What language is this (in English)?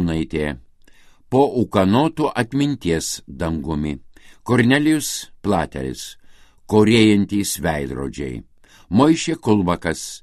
Lithuanian